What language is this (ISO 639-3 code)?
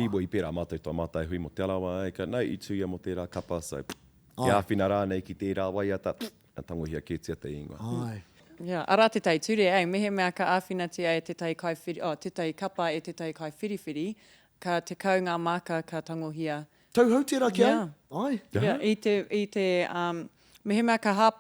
mri